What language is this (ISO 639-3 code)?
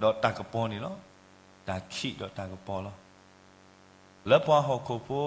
ksw